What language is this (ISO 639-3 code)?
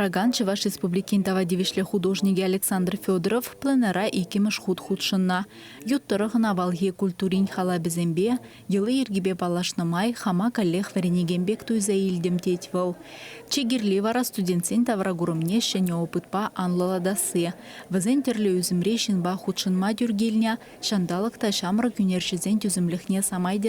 chv